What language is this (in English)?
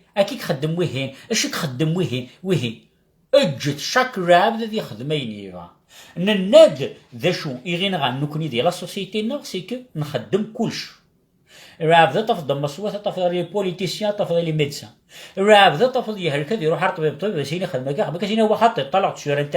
Kabyle